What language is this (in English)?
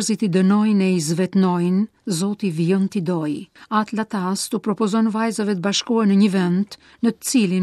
Albanian